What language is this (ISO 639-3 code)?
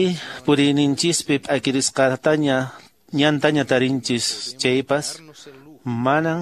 que